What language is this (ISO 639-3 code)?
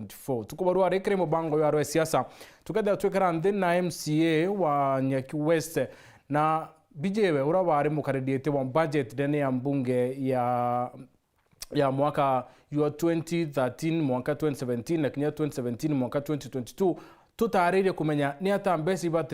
mer